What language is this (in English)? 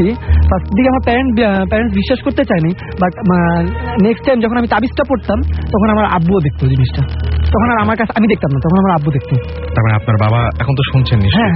Bangla